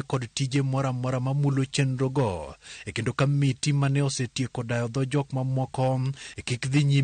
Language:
Luo (Kenya and Tanzania)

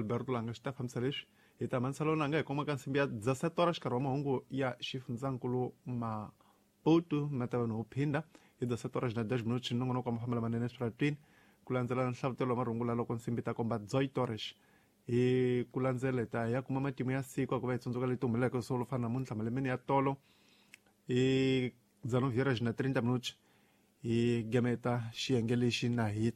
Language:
Tsonga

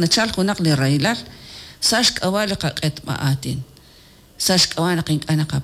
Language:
Kekchí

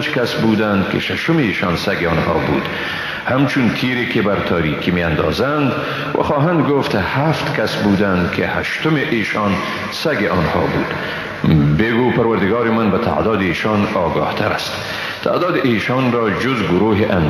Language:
Persian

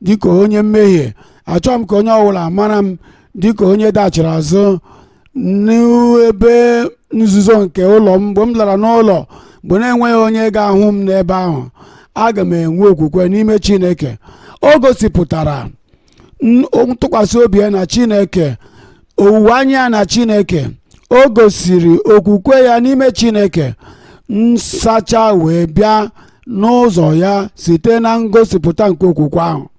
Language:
Igbo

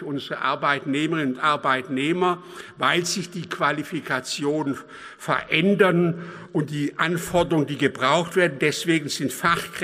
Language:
German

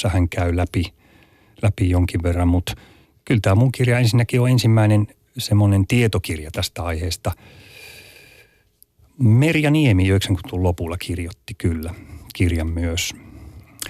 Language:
Finnish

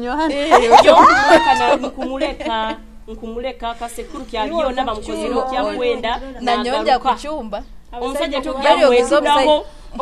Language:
Nyoro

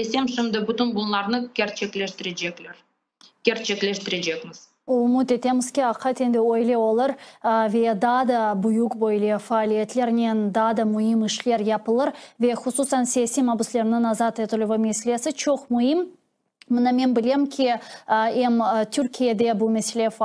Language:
Crimean Tatar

